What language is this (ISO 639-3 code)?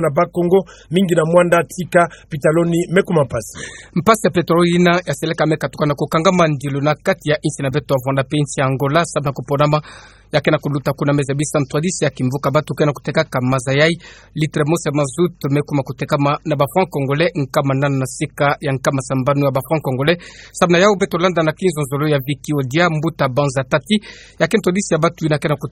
ktu